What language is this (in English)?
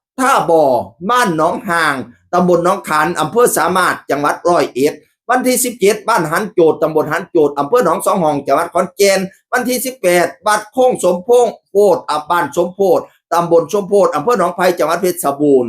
Northeastern Thai